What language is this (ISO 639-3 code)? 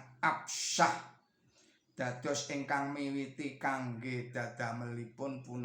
jav